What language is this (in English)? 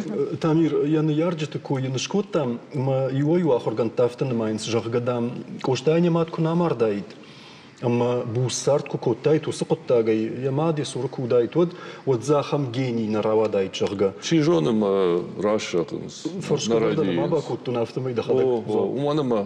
Ossetic